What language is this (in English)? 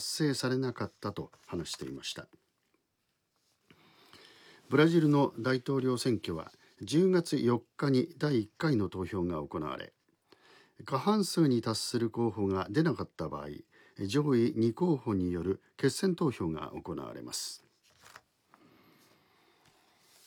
Japanese